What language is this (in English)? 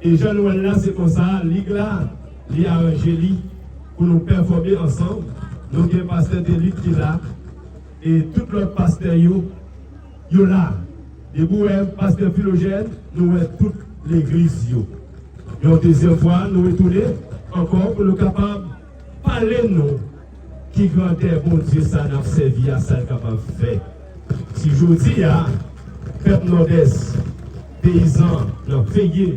Haitian Creole